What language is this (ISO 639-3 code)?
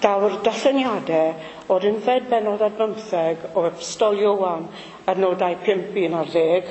cym